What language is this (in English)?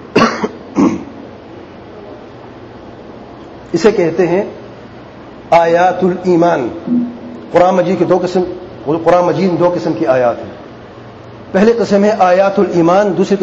Urdu